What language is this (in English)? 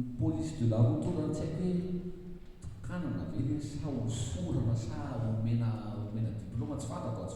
Malagasy